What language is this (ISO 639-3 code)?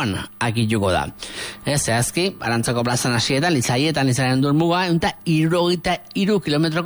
eus